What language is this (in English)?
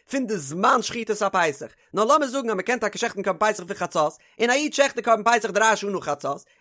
Yiddish